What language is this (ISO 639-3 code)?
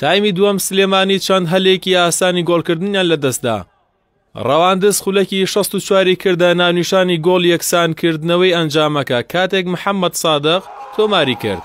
ckb